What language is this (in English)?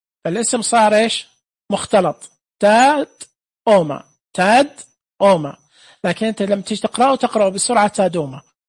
Najdi Arabic